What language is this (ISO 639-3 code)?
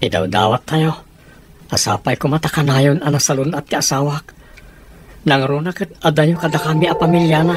ilo